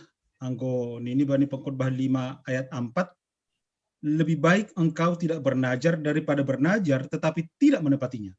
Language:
Batak Simalungun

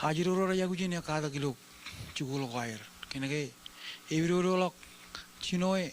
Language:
Marshallese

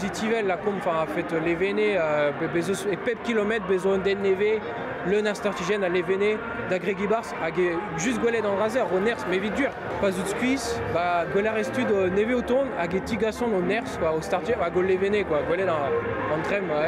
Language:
Breton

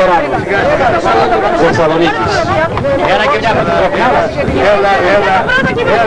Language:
Greek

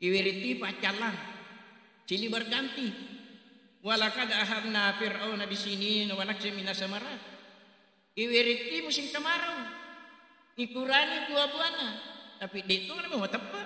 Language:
Buginese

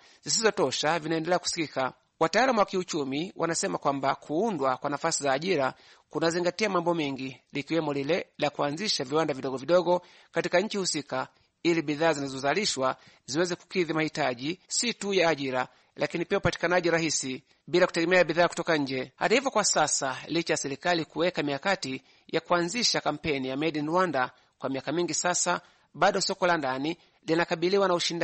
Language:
Swahili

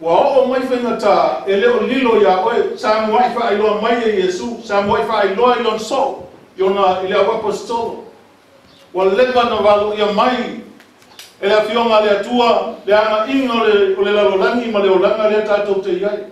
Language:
Samoan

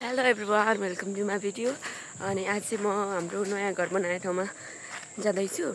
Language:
Nepali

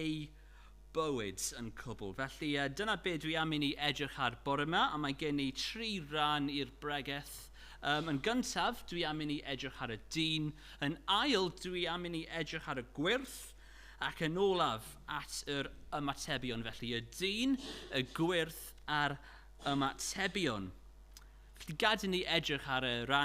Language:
Welsh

